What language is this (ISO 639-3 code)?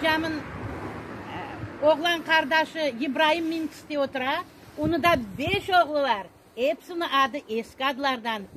crh